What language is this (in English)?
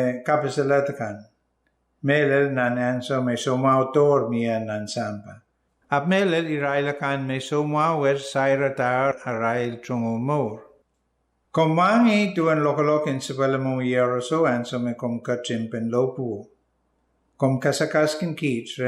Pohnpeian